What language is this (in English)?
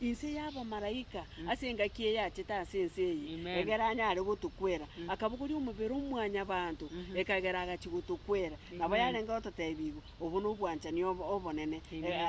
Gusii